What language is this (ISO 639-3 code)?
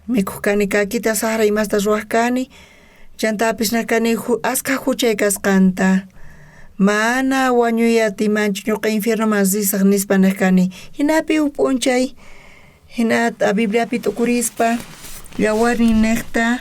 quh